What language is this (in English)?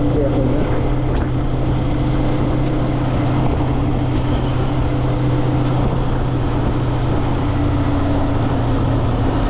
Vietnamese